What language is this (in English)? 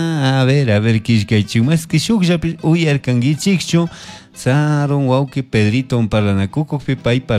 Chimborazo Highland Quichua